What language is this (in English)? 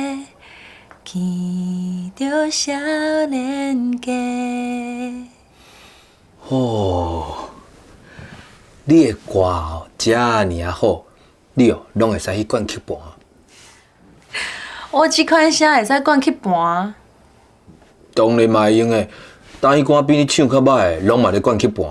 Min Nan Chinese